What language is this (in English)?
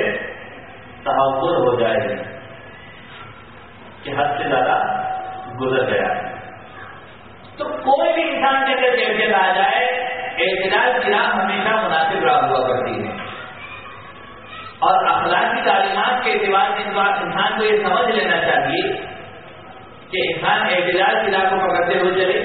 Urdu